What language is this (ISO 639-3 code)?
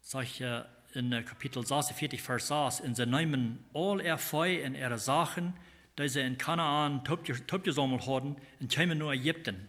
pdt